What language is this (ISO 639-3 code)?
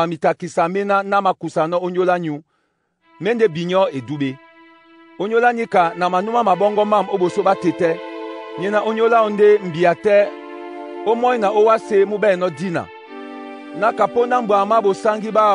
dua